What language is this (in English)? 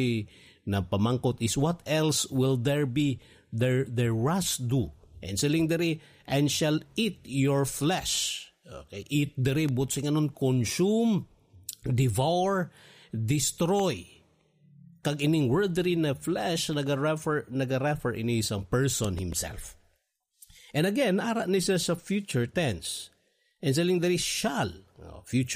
Hiligaynon